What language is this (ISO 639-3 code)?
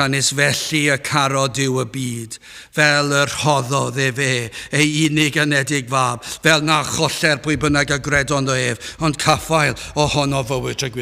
cym